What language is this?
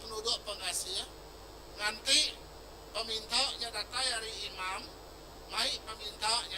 Iban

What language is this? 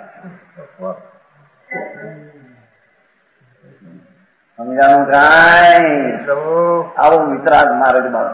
Gujarati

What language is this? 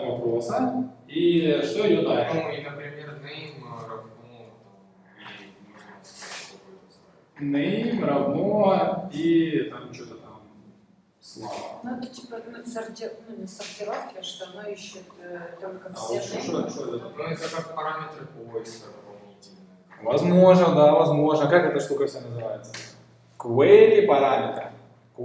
Russian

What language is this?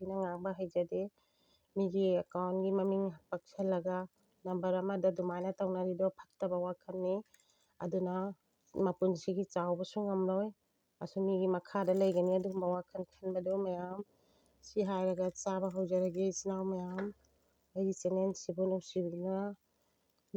Manipuri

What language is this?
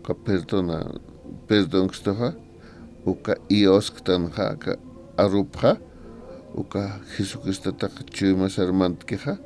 Aymara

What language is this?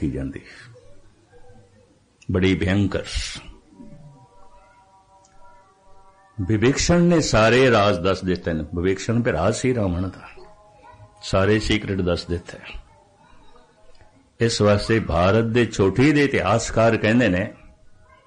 Punjabi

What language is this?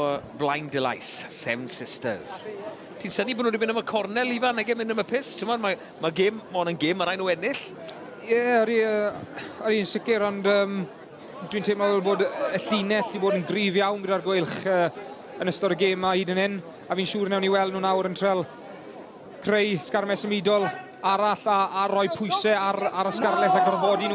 Welsh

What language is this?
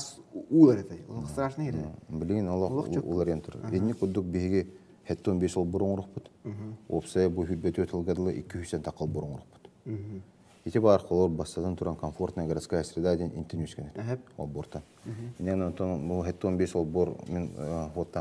Yakut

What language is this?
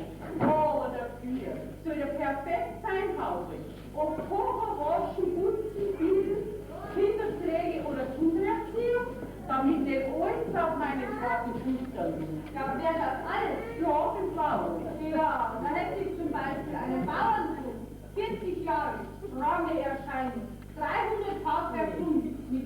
Bavarian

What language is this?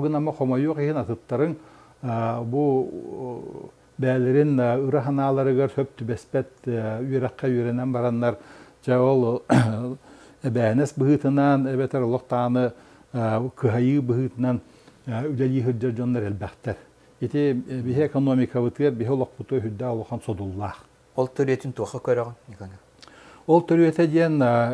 Yakut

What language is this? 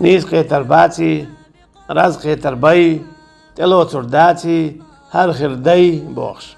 Chechen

